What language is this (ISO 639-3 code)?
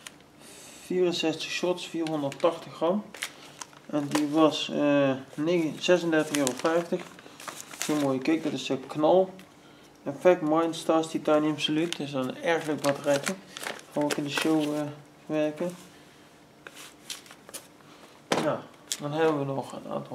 nld